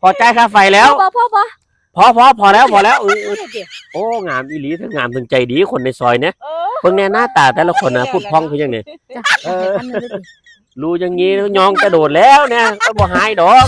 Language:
Northeastern Thai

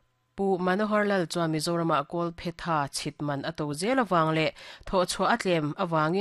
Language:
Mizo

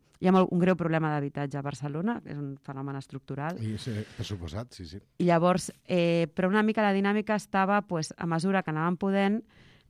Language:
Catalan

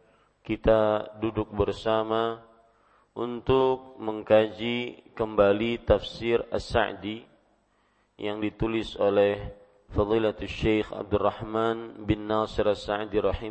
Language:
Indonesian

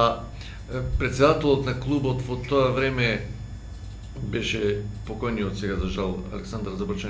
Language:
Macedonian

